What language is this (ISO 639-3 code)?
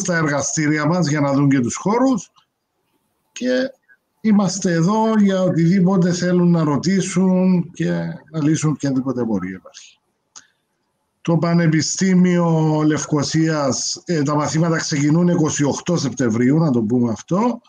ell